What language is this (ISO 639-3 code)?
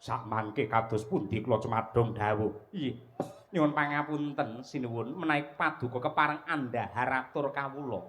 jav